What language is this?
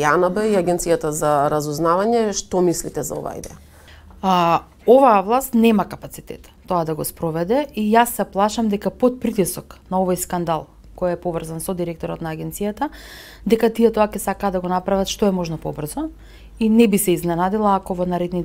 Macedonian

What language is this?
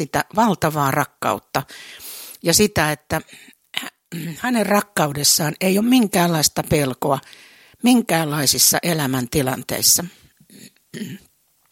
Finnish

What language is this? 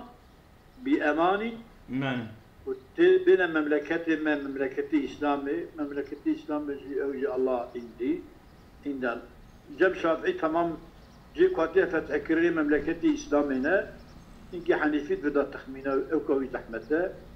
Kurdish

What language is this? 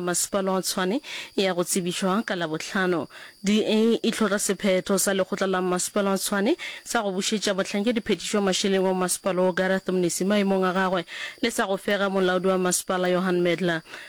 Northern Sotho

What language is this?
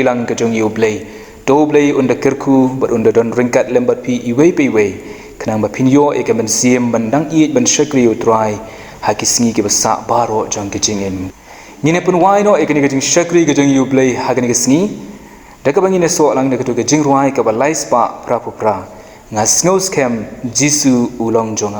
Khasi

